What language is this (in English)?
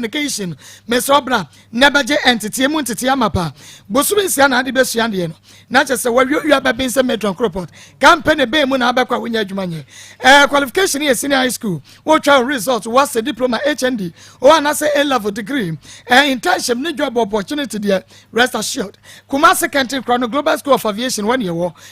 Akan